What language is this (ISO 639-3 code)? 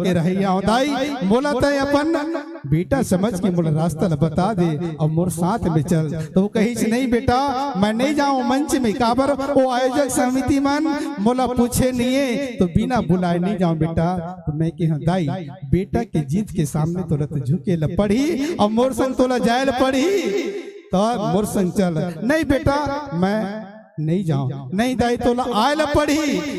hne